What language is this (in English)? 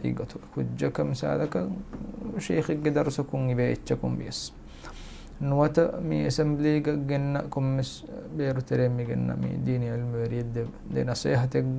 Divehi